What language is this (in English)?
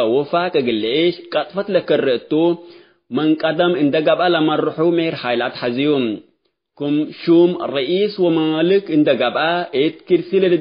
Tigre